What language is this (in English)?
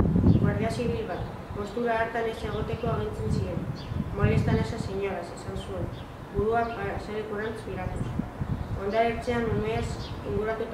Basque